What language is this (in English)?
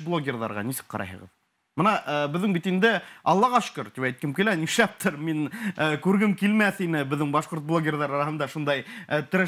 Bashkir